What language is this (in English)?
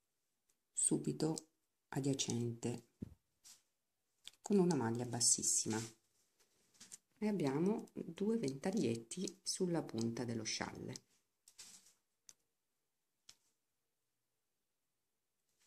Italian